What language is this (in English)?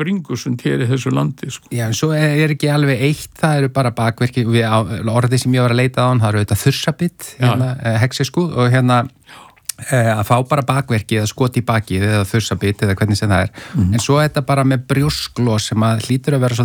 Icelandic